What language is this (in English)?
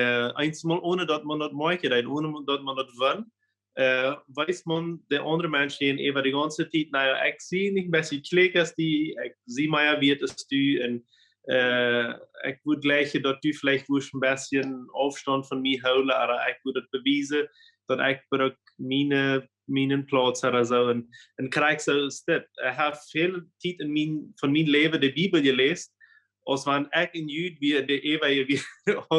Plautdietsch